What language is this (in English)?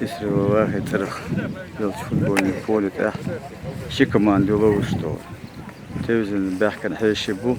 Chechen